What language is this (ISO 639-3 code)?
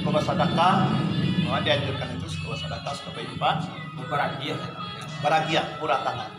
min